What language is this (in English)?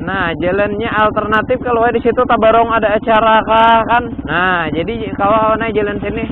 Banjar